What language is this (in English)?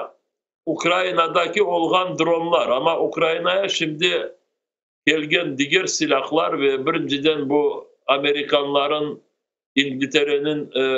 Crimean Tatar